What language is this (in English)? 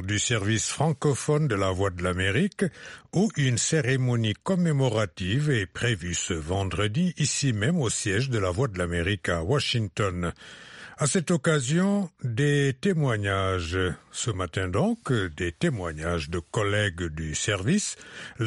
French